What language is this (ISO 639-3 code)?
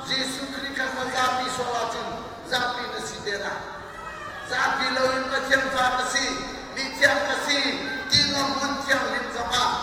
cnh